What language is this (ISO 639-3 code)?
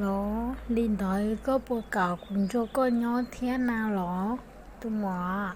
hmn